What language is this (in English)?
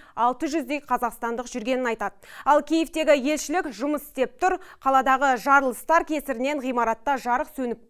Kazakh